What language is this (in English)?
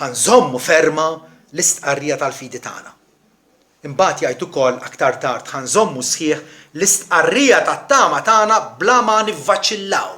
Maltese